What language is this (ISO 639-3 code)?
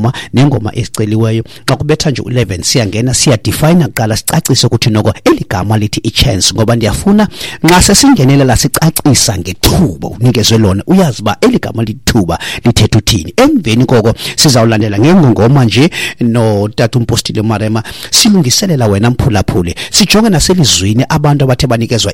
xho